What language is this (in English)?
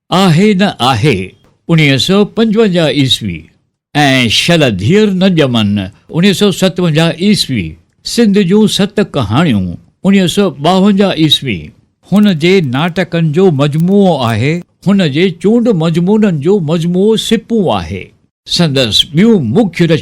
Sindhi